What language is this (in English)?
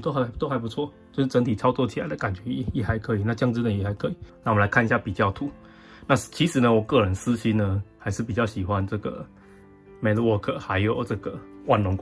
Chinese